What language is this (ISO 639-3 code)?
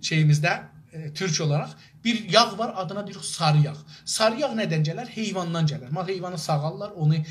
azb